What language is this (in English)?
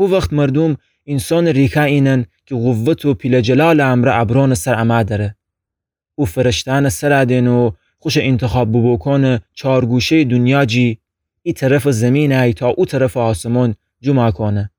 Gilaki